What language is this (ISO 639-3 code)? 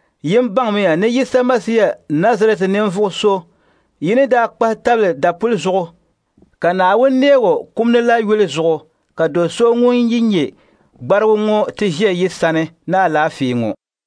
dag